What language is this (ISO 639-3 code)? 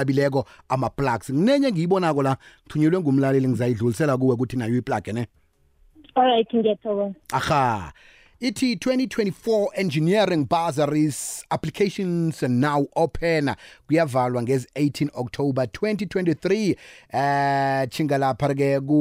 nbl